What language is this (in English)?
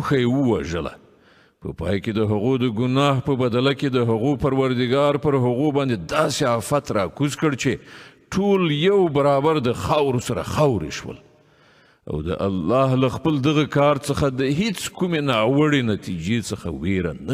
Pashto